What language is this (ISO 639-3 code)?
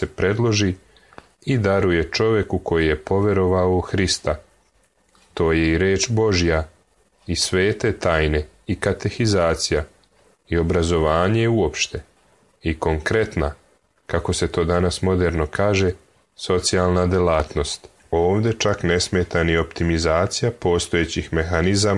srp